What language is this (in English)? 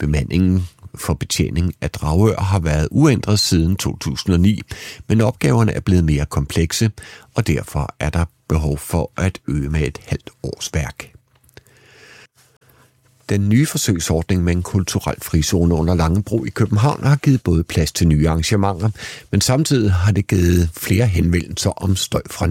Danish